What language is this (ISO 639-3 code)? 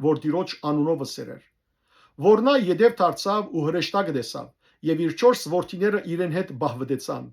hyw